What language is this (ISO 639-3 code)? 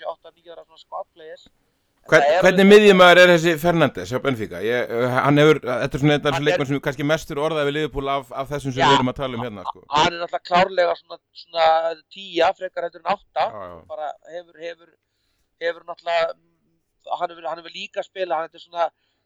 isl